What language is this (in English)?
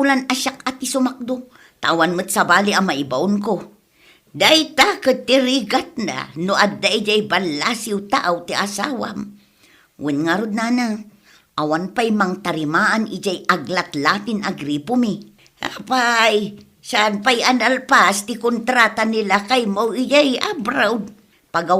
Iloko